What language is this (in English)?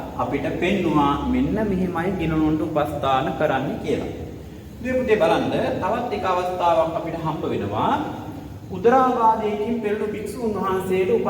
Sinhala